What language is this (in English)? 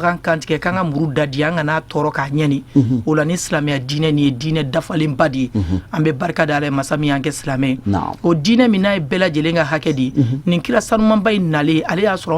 Bambara